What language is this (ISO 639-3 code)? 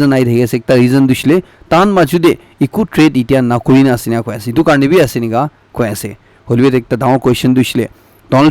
nag